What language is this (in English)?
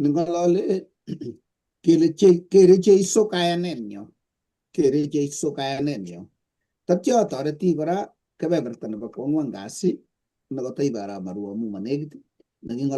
Kalenjin